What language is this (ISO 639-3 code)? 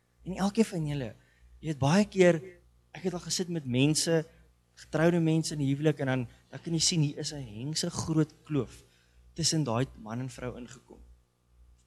afr